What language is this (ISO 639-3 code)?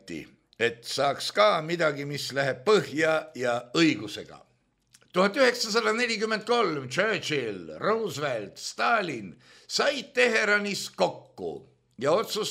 est